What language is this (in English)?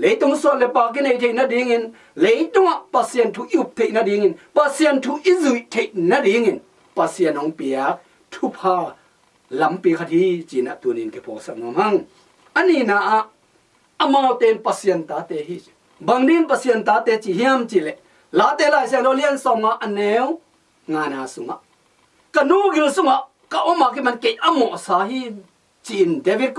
Tedim Chin